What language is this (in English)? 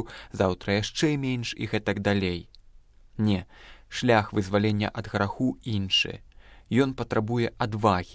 Belarusian